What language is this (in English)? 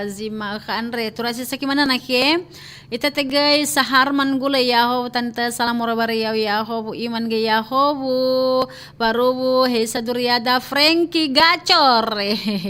Nias